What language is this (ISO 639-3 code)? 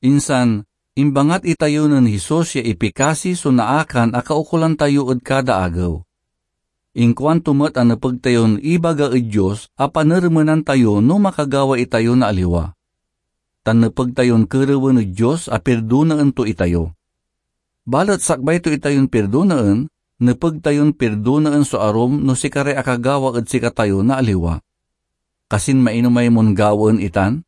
pag